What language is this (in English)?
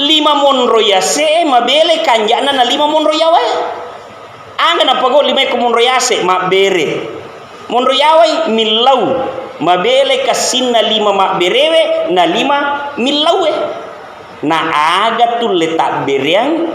Buginese